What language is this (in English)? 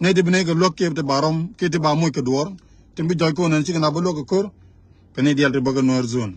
Nuer